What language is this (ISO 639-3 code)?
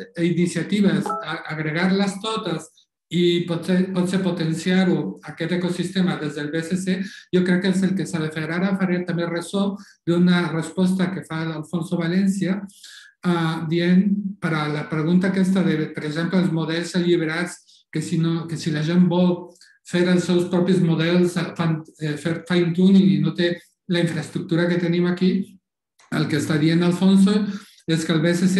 cat